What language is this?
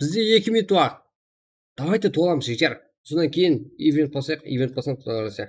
Kara-Kalpak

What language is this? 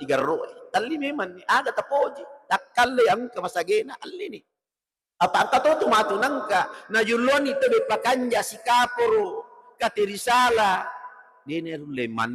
Buginese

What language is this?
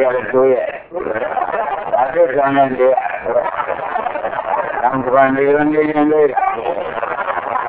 Burmese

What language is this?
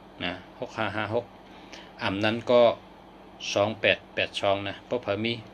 Shan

